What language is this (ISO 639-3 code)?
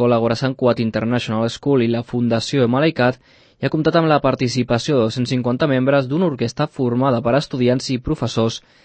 cat